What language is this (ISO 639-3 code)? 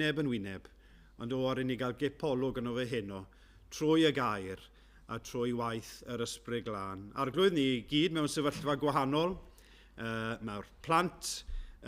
cym